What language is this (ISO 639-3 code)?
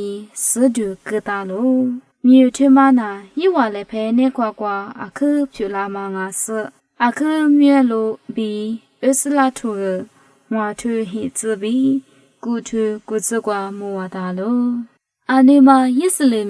lis